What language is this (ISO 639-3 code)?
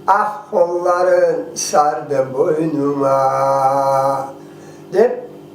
crh